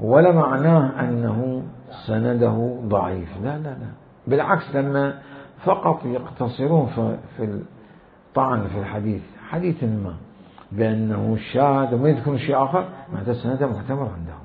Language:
Mesopotamian Arabic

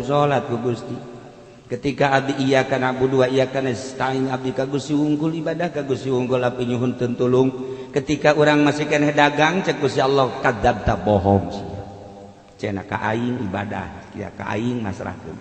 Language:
Sundanese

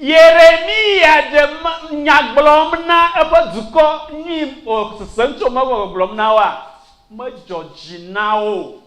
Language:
Ewe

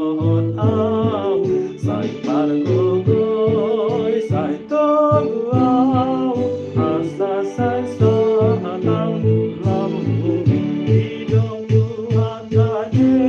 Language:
Batak Toba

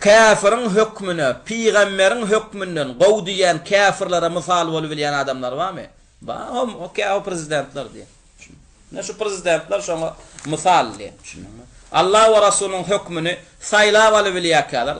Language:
Turkmen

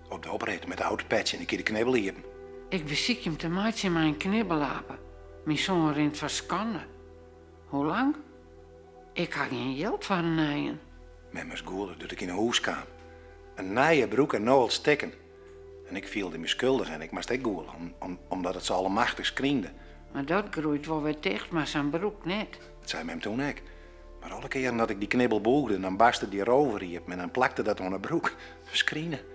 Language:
Western Frisian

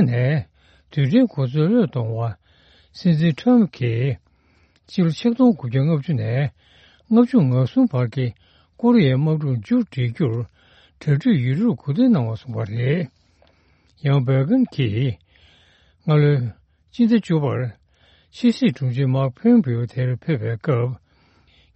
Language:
Tibetan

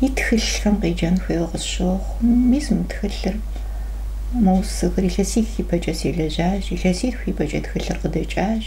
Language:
Kabardian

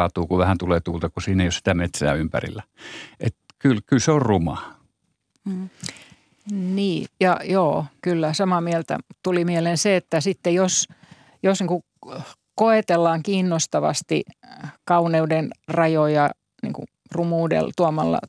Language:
Finnish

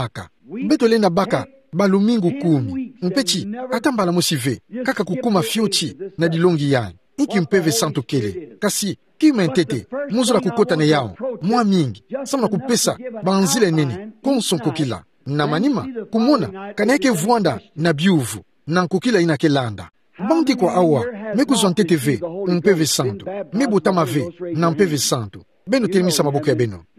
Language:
Kituba (Democratic Republic of Congo)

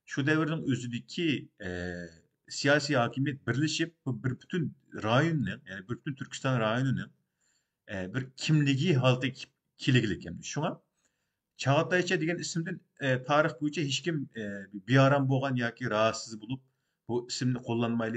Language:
Uyghur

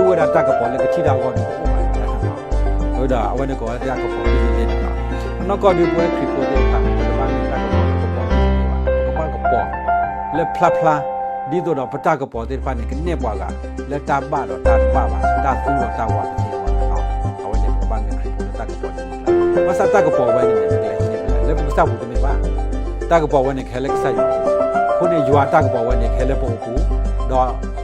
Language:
S'gaw Karen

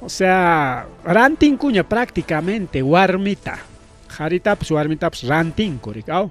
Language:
Ayacucho Quechua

